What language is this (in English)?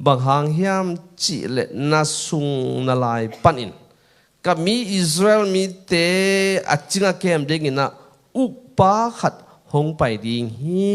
Tedim Chin